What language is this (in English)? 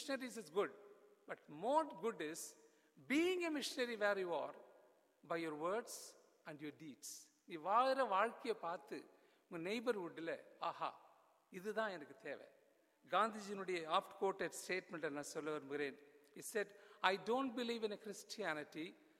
Tamil